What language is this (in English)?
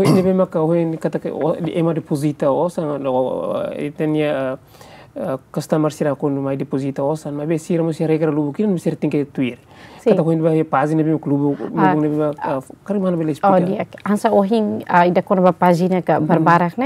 Tetum